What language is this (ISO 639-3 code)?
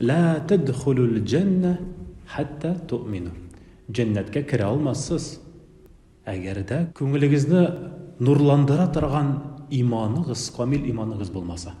tat